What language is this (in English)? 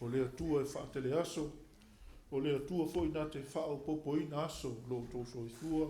Samoan